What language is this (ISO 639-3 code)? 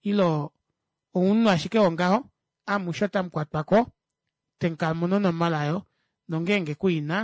kua